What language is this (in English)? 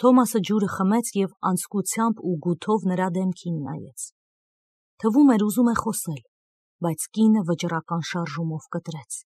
Armenian